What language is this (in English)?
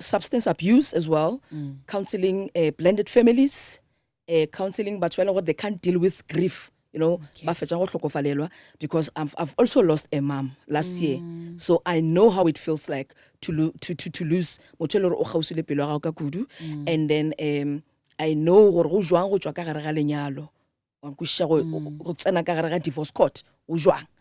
Northern Sotho